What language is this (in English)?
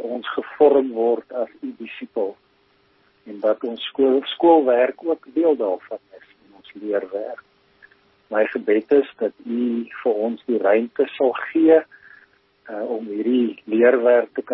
Afrikaans